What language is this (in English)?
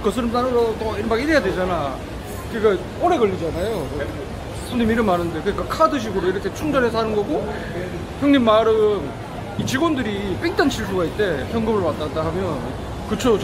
Korean